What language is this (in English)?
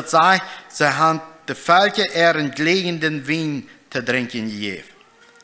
Plautdietsch